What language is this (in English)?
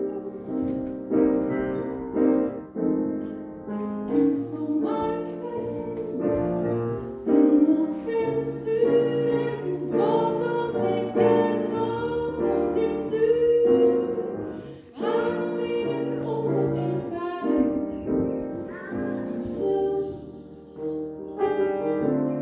Swedish